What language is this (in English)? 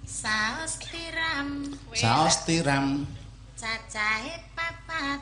Javanese